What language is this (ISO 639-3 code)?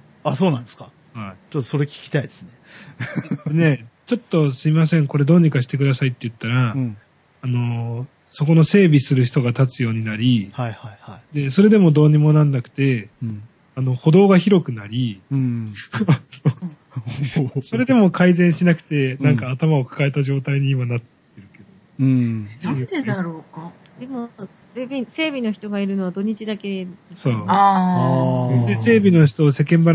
jpn